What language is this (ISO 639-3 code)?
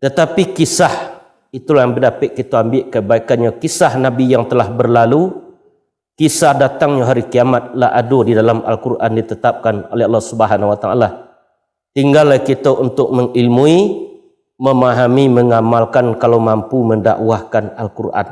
min